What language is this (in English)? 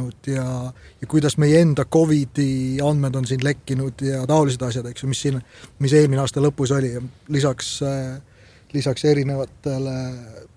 Estonian